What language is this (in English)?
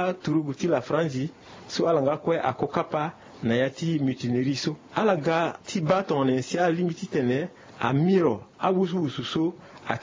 Sango